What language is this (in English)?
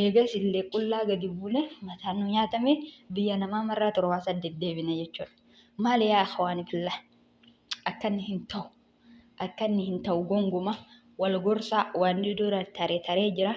Oromo